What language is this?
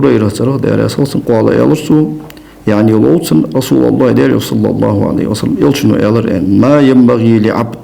Ingush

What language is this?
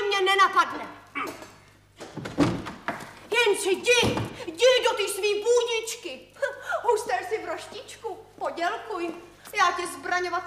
Czech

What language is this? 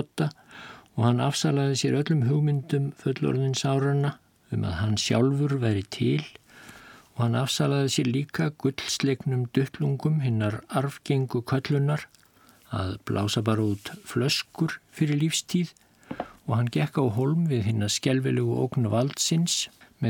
Icelandic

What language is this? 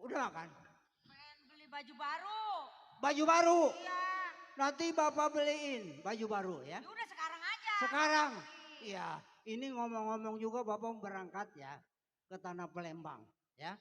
Betawi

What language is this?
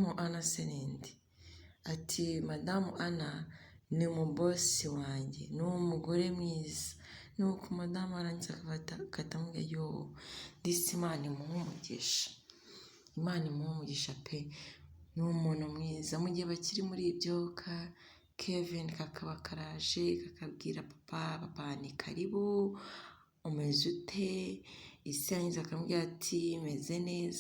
Kinyarwanda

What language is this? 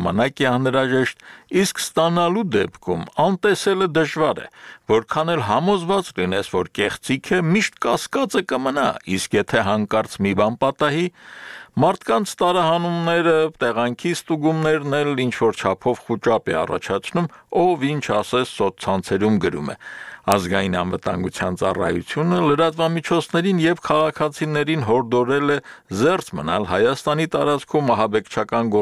Armenian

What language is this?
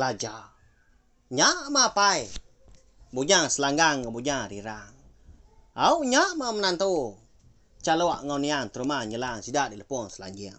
Iban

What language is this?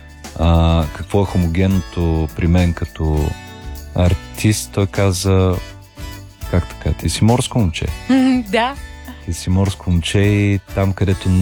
Bulgarian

